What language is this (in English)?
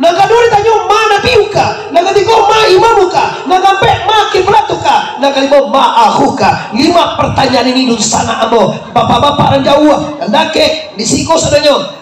Minangkabau